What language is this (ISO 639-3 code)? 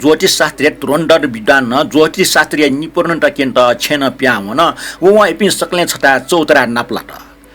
new